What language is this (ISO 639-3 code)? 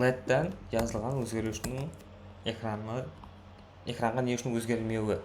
kaa